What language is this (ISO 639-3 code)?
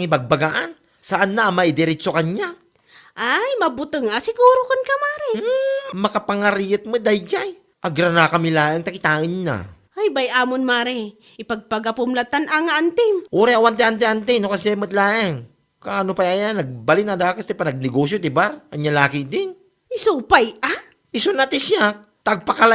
ilo